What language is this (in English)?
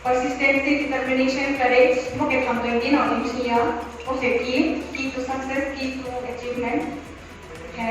Riang (India)